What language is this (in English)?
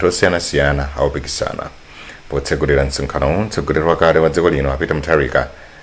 Nyanja